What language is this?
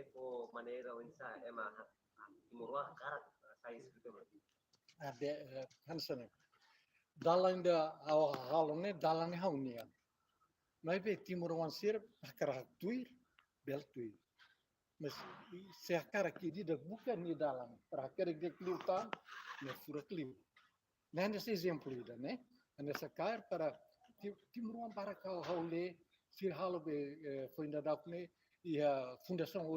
Tetum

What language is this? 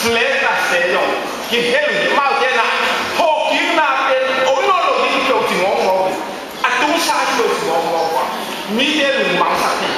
Tedim Chin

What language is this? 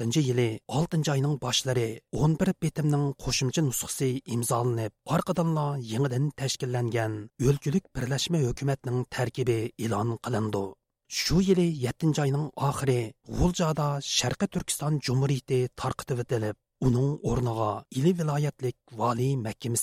Uyghur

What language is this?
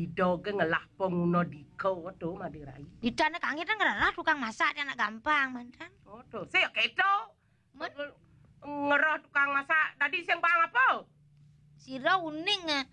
Balinese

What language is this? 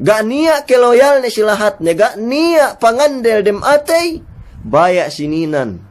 Yakan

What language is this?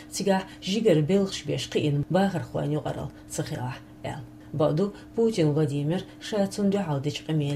Chechen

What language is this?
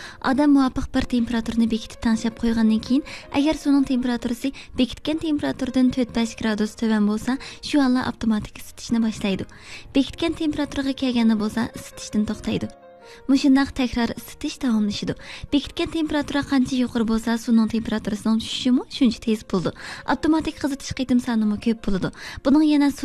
Uyghur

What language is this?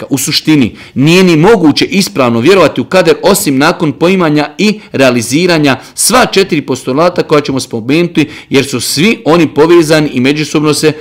Bosnian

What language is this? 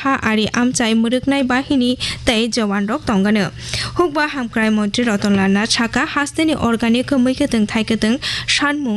Kok Borok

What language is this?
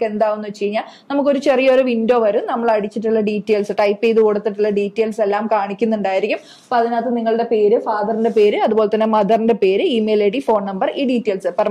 Malayalam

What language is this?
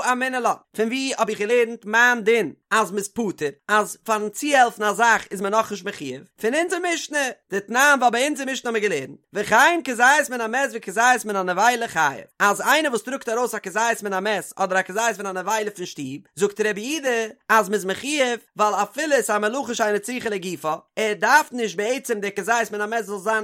Yiddish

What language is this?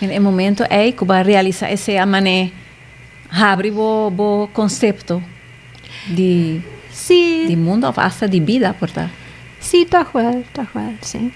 Papiamento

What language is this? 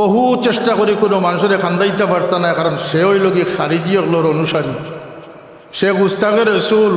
Sylheti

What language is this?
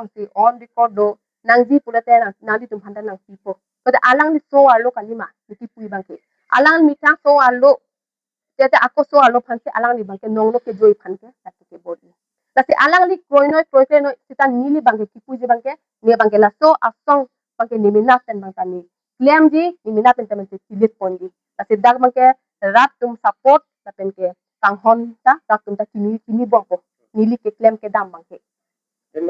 Karbi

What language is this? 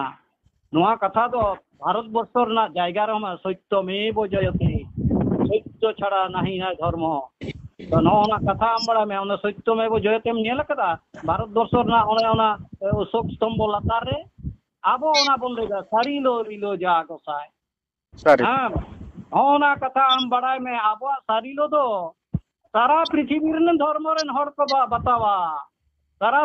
Santali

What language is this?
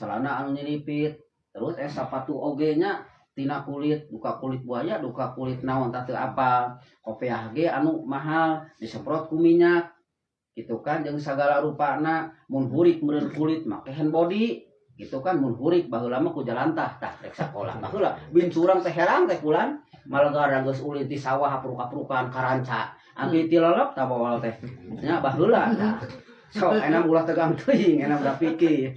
Sundanese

